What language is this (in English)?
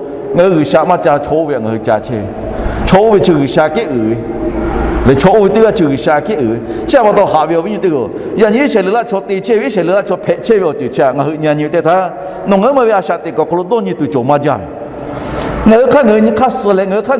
Lahu